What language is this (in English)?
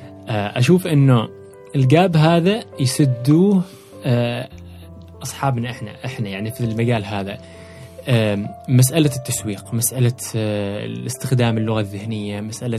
Gulf Arabic